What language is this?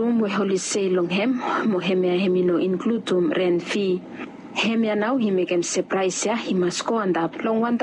Bislama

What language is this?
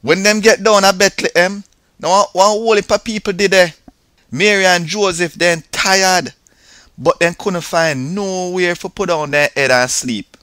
Jamaican Creole English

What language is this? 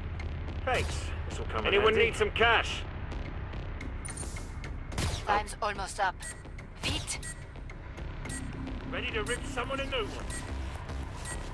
English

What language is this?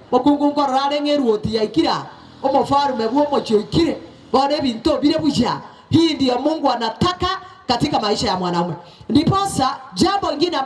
Gusii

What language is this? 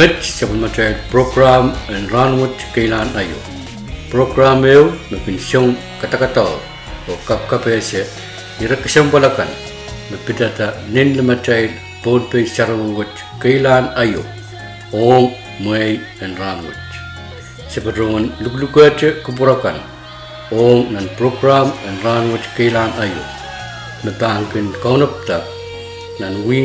Pohnpeian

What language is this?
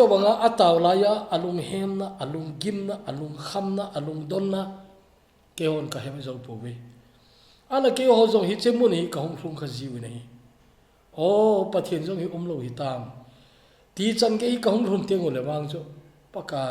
Thado Chin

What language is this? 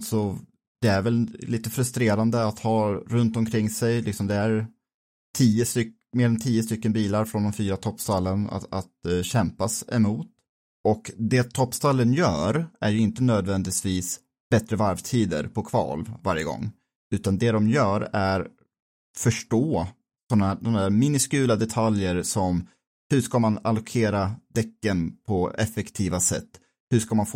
Swedish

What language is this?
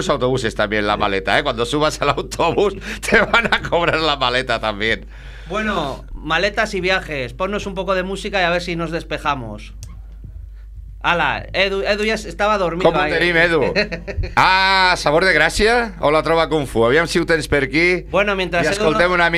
Spanish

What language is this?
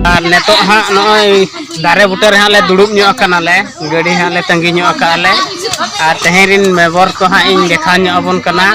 Santali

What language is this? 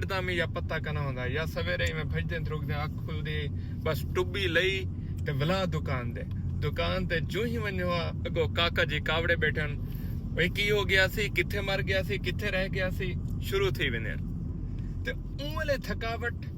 Saraiki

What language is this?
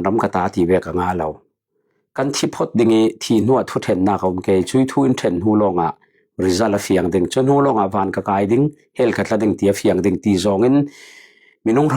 Falam Chin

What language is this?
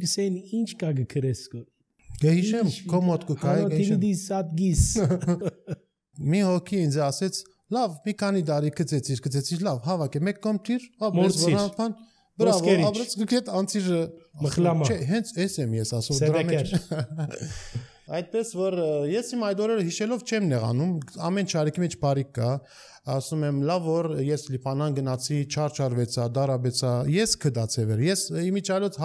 Armenian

